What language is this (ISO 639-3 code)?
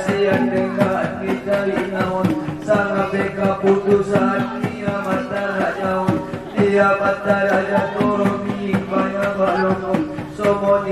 akb